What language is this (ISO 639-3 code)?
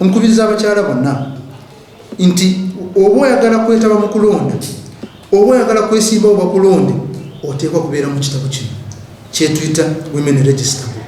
lug